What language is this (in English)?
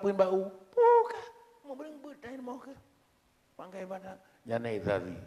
Achinese